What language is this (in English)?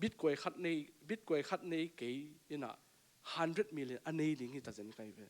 Tedim Chin